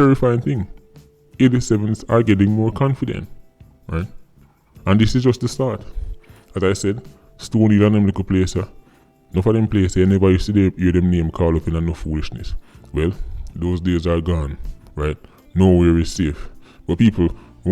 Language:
Jamaican Creole English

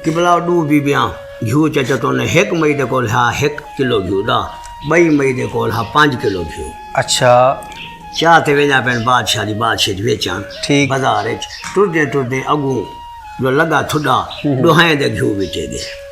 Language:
Saraiki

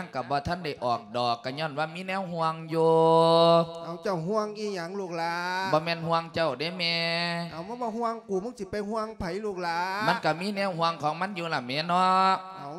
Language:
Lao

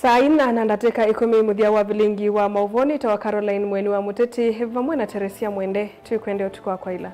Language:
Kamba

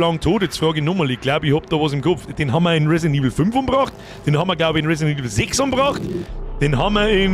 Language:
Bavarian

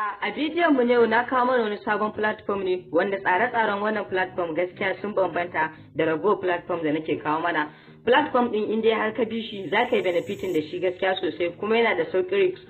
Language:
Hausa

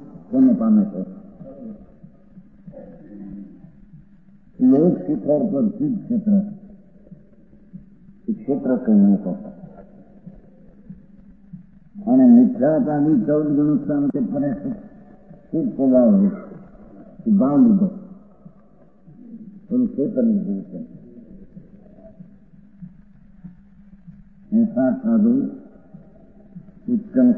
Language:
Gujarati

